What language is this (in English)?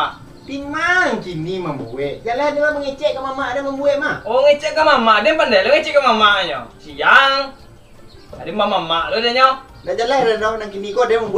Minangkabau